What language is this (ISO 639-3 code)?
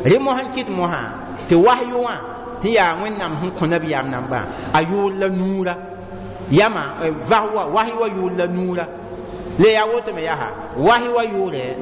mos